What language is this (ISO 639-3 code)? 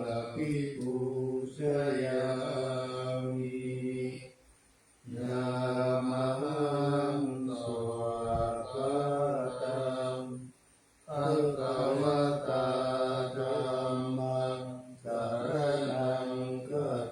pli